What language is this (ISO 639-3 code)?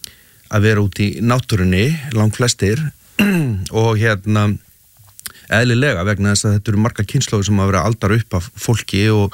isl